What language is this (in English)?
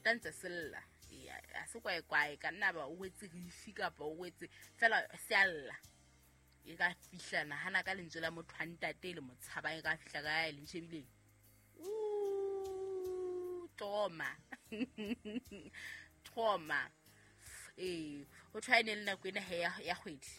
Southern Sotho